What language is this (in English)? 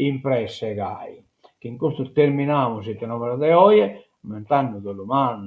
Sardinian